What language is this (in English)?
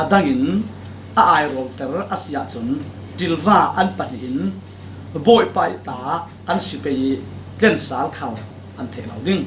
Falam Chin